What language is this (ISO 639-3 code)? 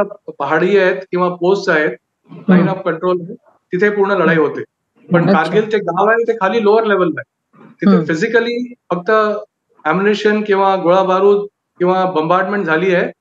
mar